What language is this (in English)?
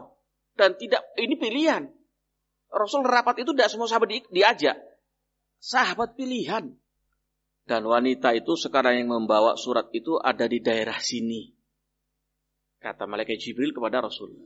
Indonesian